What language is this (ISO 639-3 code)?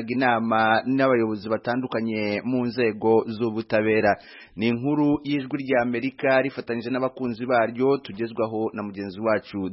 kin